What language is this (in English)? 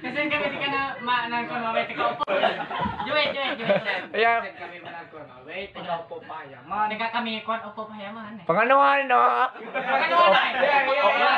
Ma'anyan